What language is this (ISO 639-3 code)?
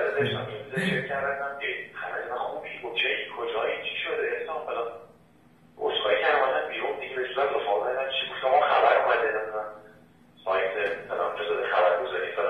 fas